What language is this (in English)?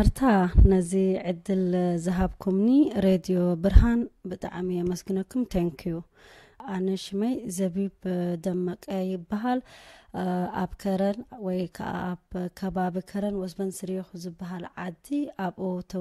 Tigrinya